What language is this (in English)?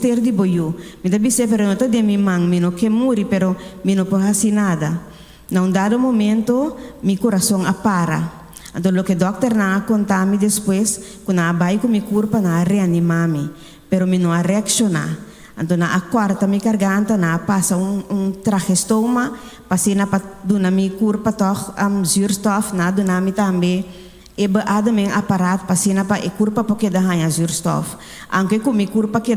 Papiamento